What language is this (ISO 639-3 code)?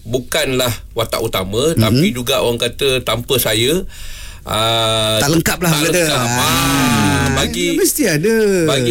msa